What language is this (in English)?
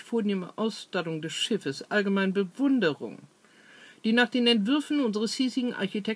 German